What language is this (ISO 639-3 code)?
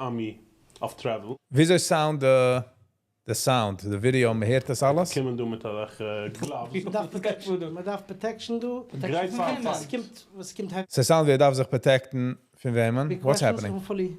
yid